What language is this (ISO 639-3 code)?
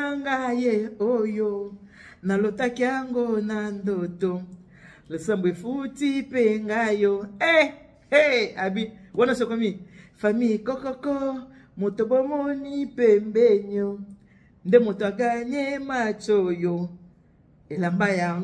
lin